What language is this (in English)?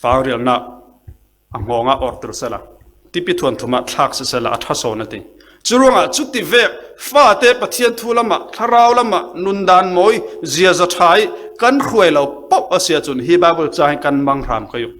Falam Chin